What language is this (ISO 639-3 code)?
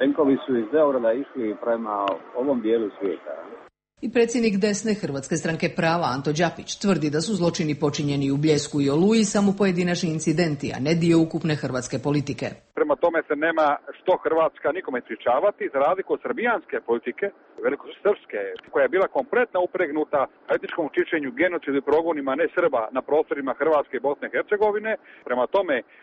hrv